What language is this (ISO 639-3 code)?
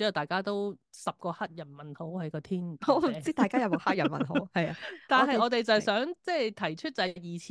yue